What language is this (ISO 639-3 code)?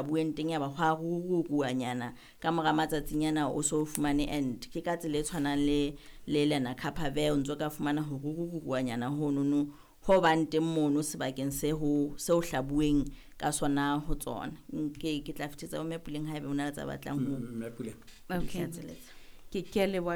sot